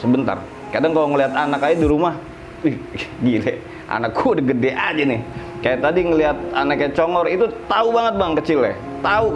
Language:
Indonesian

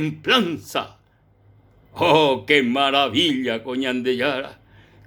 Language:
Guarani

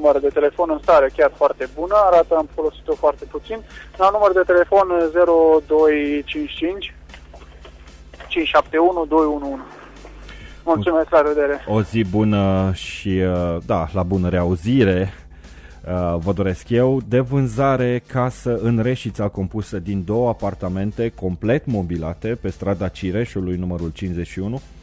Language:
Romanian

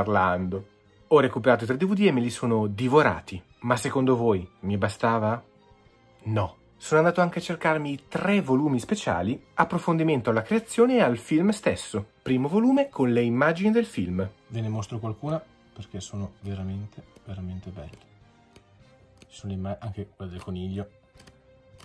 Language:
Italian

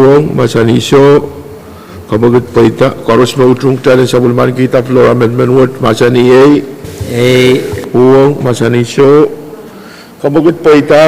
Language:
Pohnpeian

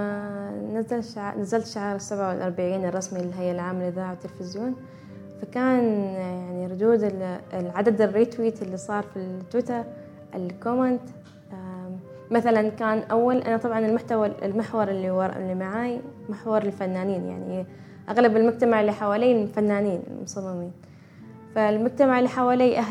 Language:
Gulf Arabic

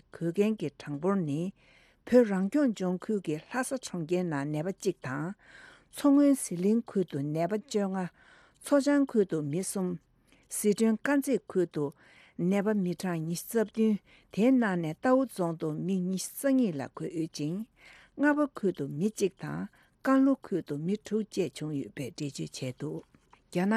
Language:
Tibetan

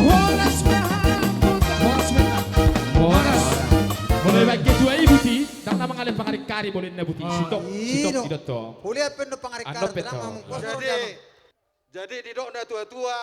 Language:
Batak Toba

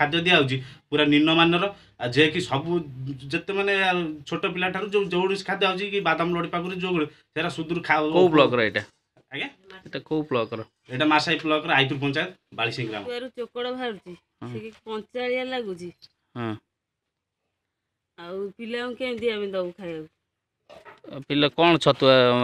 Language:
Odia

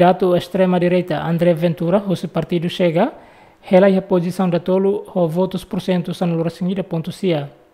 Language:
Tetum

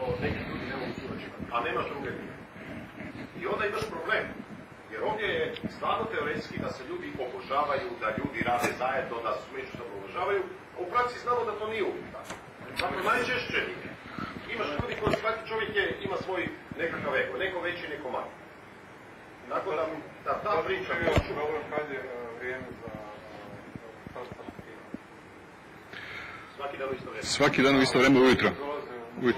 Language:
Serbian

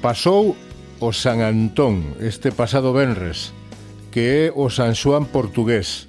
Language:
Galician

